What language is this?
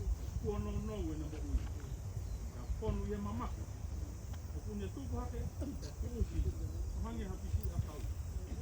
Tongan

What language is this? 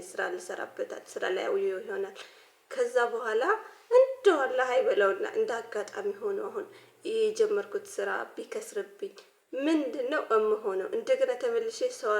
Amharic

